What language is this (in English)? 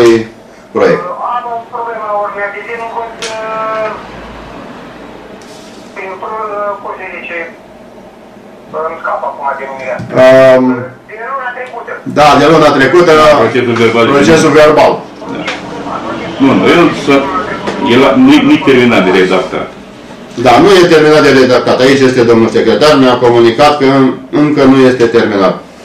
Romanian